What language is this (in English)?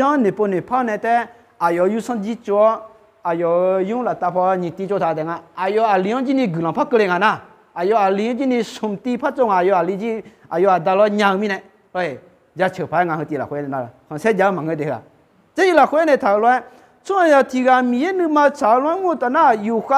Akha